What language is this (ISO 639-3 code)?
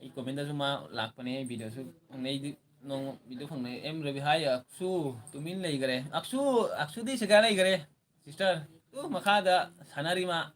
mni